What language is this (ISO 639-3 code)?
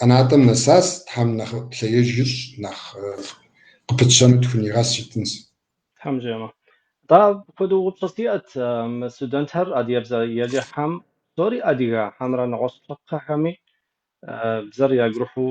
kbd